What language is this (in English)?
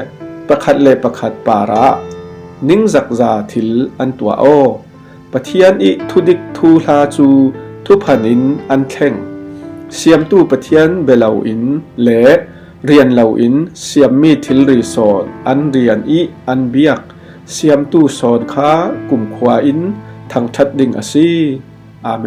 Falam Chin